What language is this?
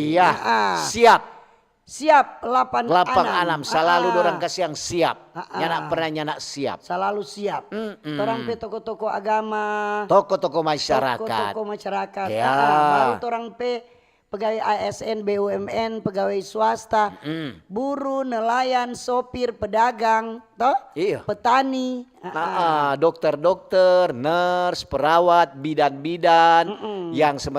Manado Malay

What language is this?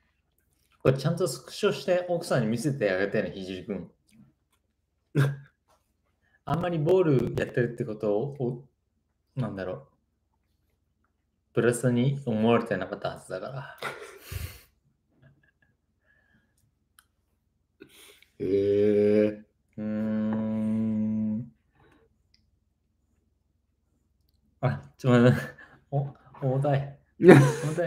Japanese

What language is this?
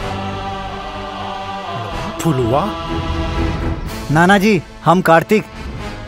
Bhojpuri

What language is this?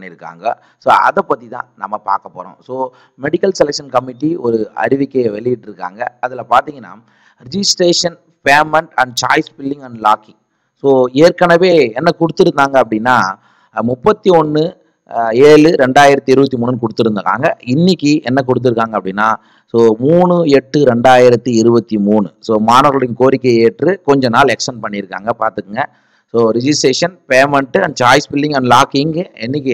Tamil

